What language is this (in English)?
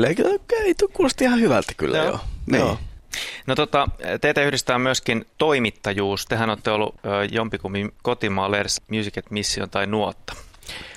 Finnish